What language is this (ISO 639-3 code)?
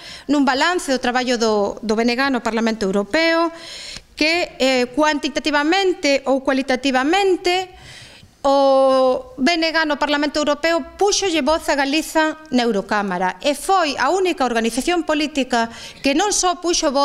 glg